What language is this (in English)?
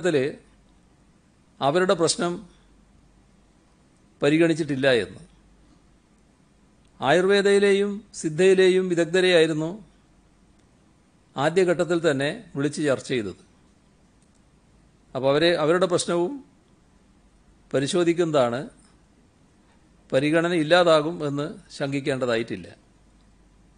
Malayalam